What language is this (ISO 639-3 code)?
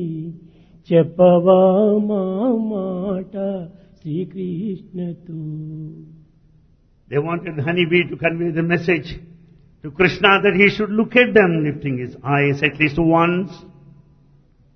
tel